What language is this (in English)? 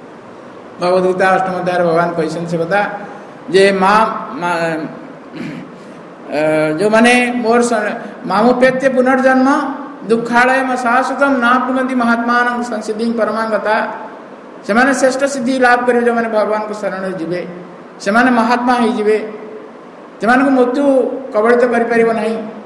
Odia